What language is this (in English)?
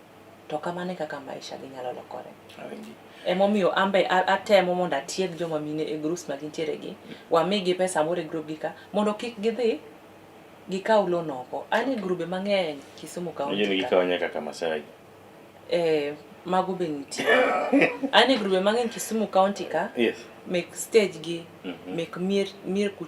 Luo (Kenya and Tanzania)